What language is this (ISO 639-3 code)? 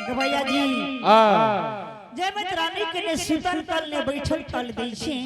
anp